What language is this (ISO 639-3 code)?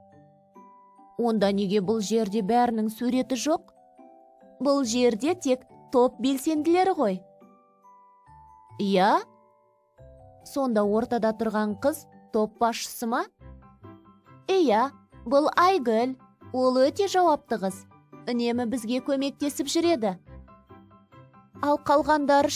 kaz